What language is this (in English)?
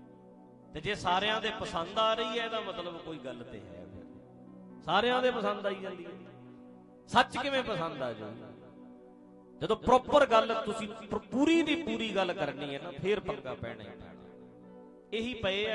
Punjabi